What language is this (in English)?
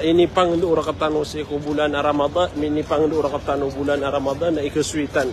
Maranao